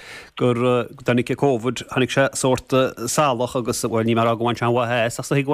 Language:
Irish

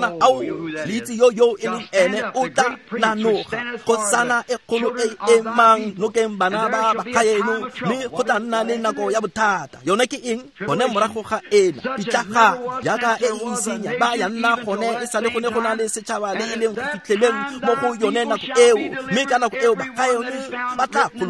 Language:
Tswana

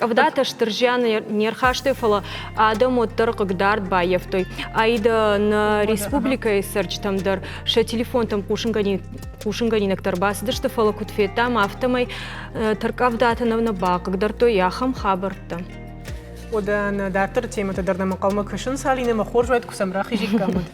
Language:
Ossetic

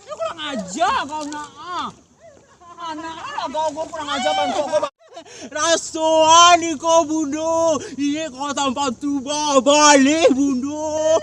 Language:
Minangkabau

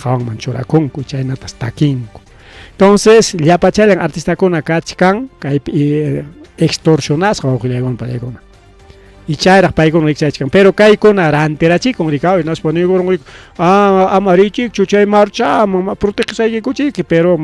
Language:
Ayacucho Quechua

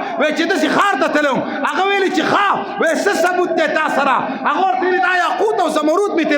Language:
Pashto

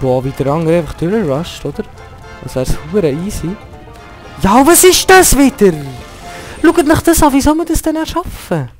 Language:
Swiss German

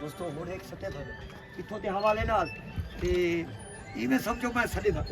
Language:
Saraiki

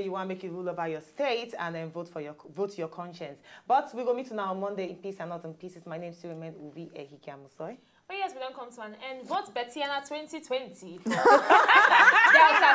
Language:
Nigerian Pidgin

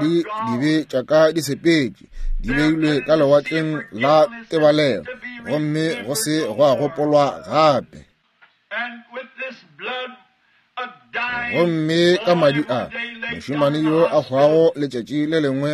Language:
Northern Sotho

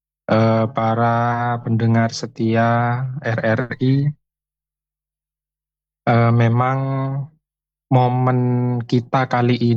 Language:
Indonesian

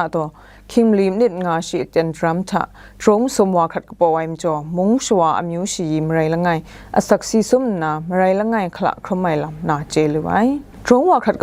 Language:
Kachin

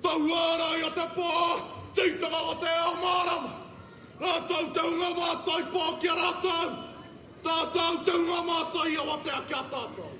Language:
Māori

